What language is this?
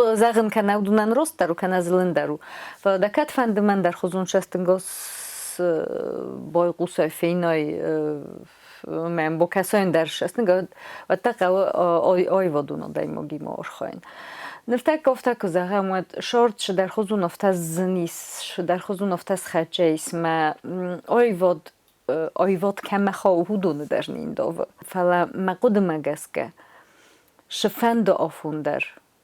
Ossetic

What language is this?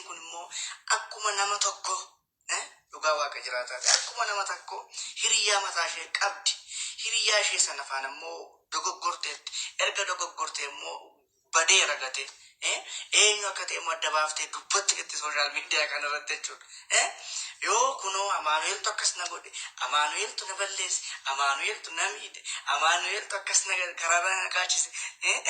Oromo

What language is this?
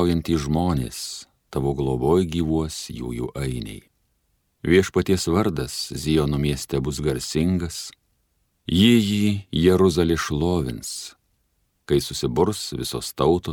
Lithuanian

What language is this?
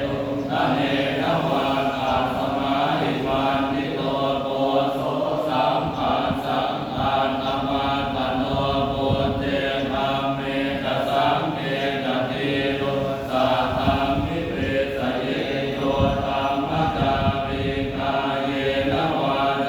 Pali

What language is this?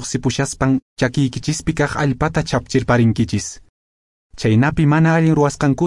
Quechua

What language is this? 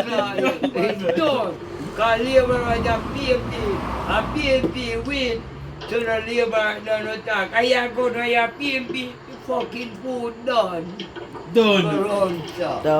Jamaican Creole English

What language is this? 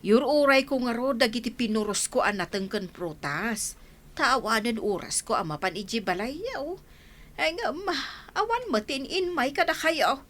Iloko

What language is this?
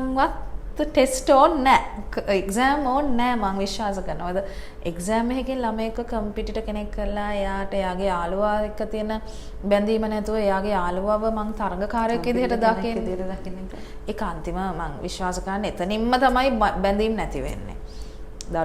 Sinhala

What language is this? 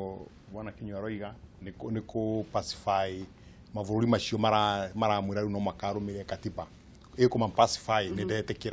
Kikuyu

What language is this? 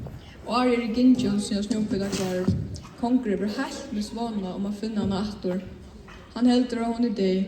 Faroese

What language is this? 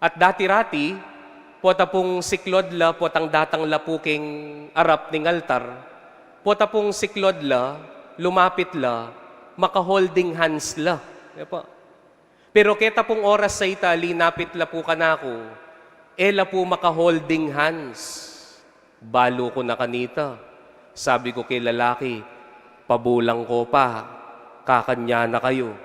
Pampanga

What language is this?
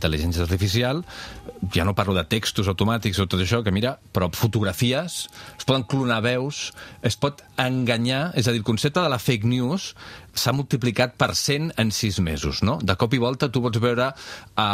Catalan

